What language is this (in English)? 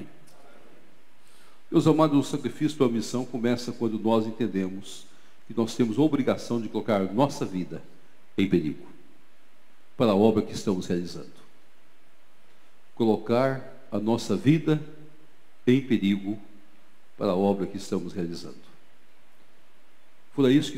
Portuguese